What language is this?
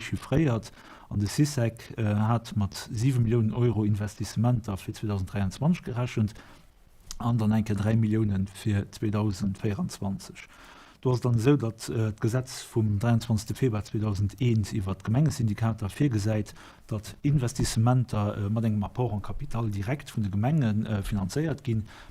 Luxembourgish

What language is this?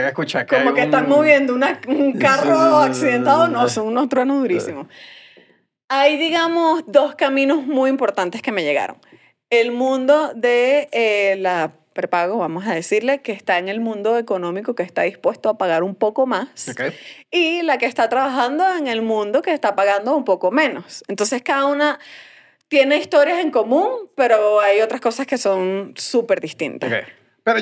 Spanish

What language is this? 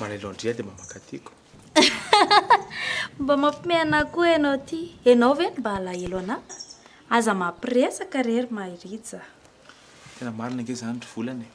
Malagasy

